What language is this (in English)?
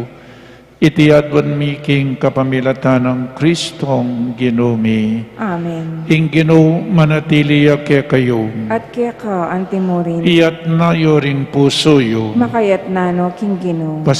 Pampanga